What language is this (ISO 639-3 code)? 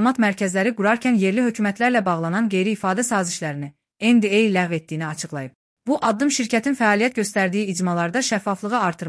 aze